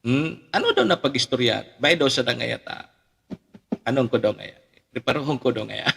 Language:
Bikol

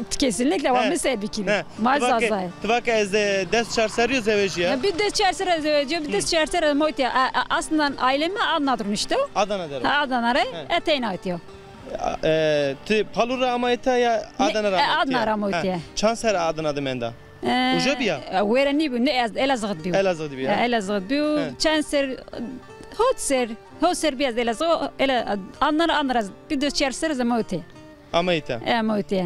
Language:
Zaza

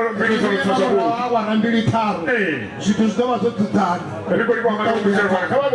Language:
Venda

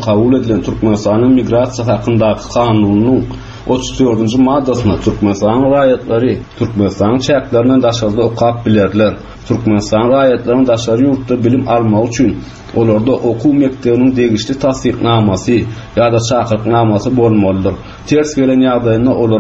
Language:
Turkmen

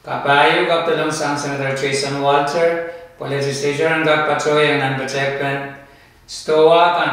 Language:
Pohnpeian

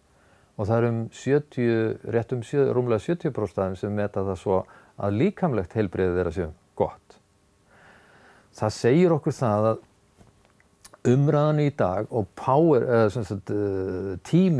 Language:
Icelandic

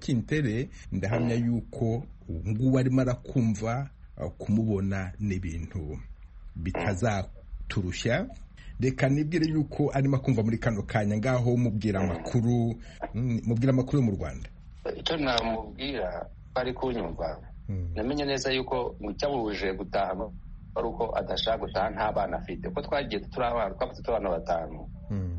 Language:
Kinyarwanda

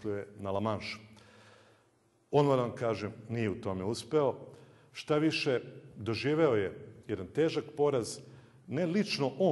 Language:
Serbian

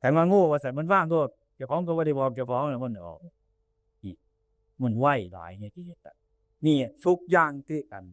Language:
Northeastern Thai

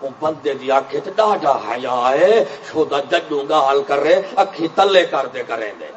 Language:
Saraiki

